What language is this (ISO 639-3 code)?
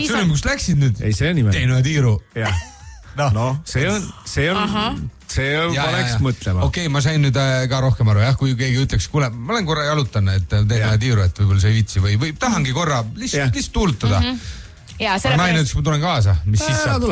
est